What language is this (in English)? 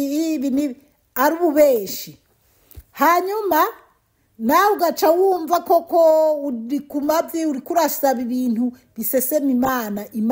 Rundi